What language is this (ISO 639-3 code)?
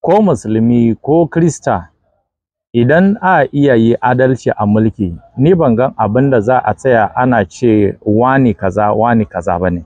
hau